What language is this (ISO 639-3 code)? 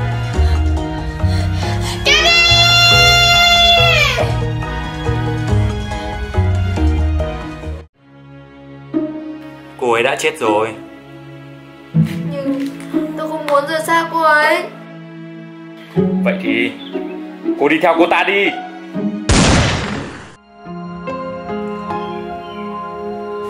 vie